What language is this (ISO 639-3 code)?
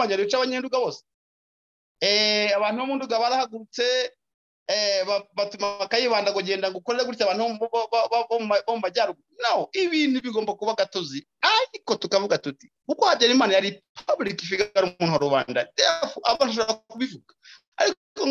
kin